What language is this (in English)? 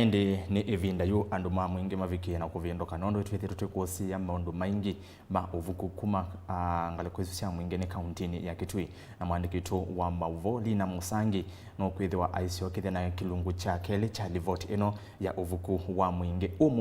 Kamba